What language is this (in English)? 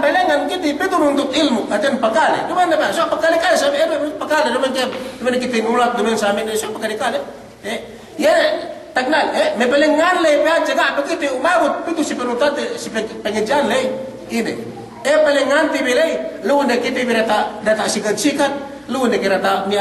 Yakan